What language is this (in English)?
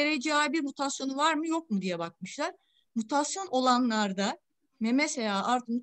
Turkish